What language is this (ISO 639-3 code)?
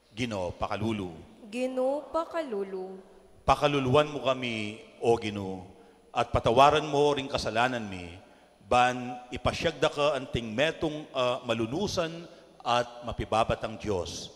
pam